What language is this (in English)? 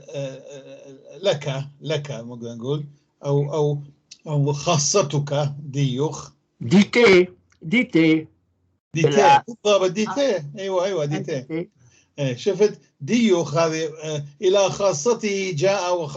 North Levantine Arabic